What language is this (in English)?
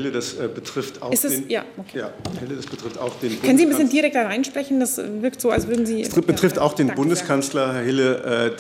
German